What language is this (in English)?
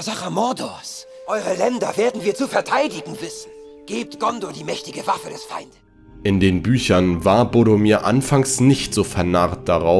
German